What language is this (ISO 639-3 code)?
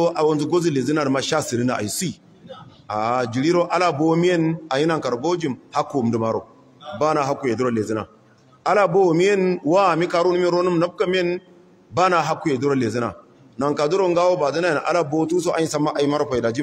hau